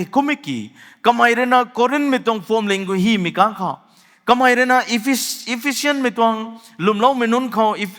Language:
Rongmei Naga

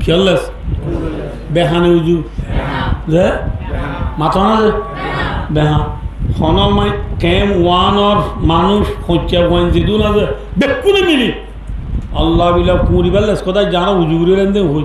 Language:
Rohingya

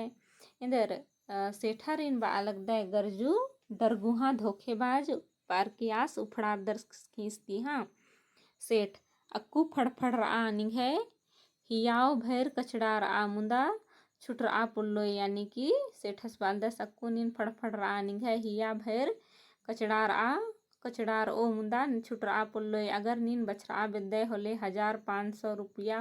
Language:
Kurukh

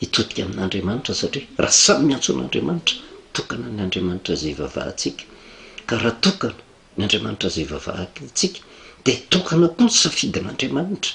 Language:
Malagasy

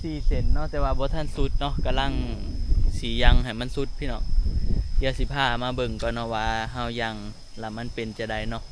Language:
Northeastern Thai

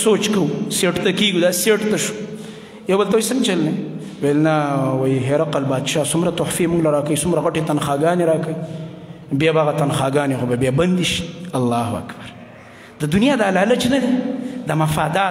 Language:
Pashto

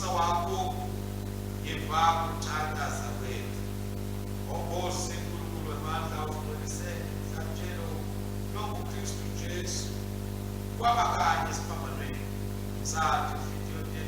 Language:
Swati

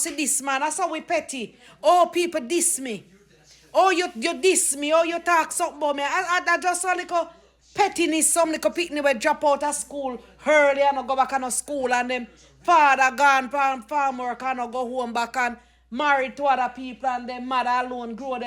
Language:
Jamaican Creole English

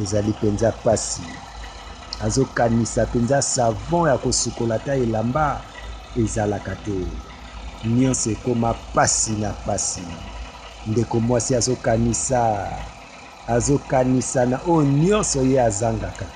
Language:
Lingala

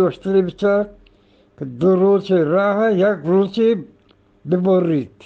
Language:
Eastern Balochi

